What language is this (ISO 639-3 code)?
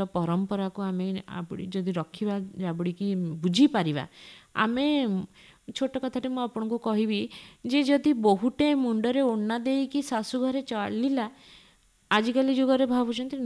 ori